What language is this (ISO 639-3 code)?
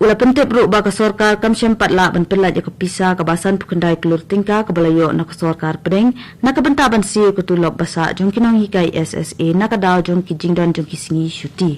kha